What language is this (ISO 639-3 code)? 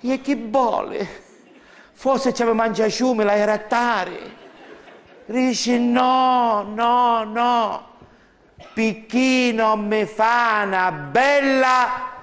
scn